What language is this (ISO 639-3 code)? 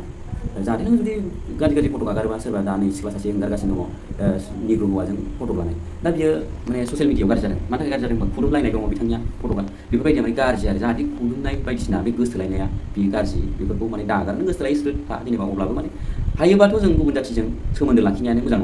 brx